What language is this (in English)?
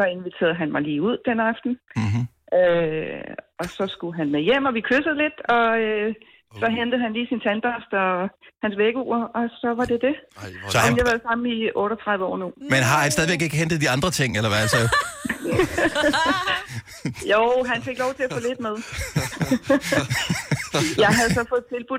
Danish